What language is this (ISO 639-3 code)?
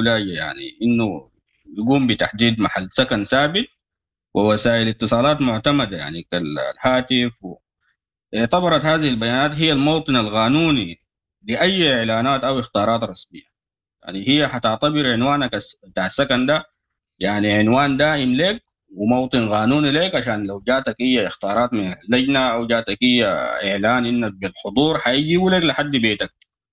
apd